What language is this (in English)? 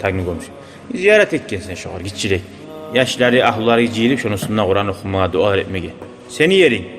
Kumyk